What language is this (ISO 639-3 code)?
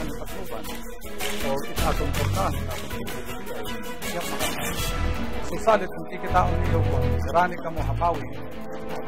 war